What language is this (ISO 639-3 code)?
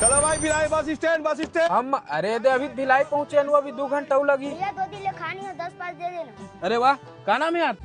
hne